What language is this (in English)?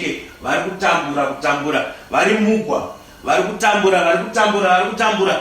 Shona